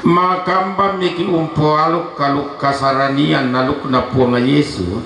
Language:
Toraja-Sa'dan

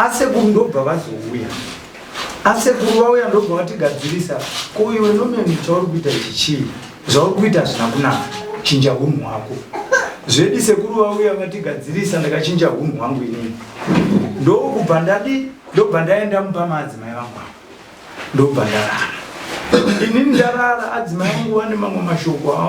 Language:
Shona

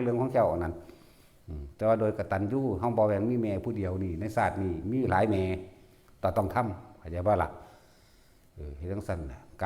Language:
Northeastern Thai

